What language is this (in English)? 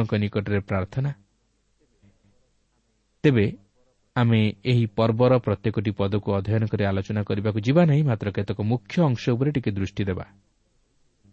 Odia